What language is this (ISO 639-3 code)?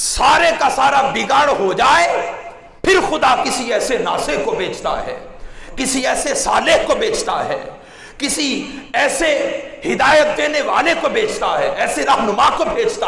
urd